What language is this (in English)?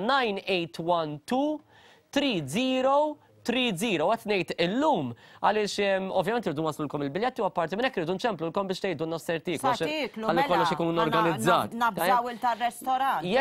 Maltese